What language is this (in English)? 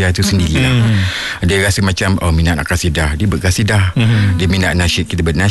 Malay